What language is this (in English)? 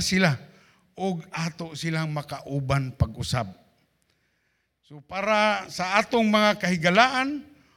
Cebuano